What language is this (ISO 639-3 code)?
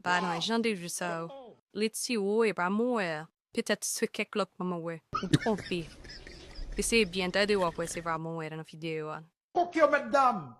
hat